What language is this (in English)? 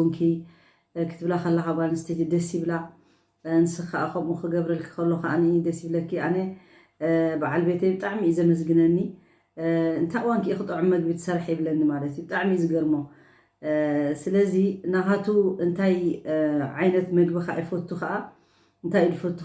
Tigrinya